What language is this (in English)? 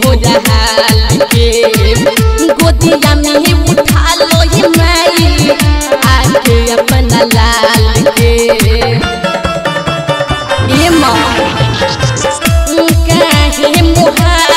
Bhojpuri